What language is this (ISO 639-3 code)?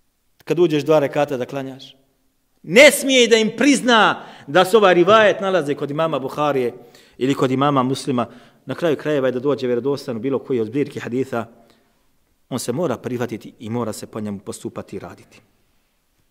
bos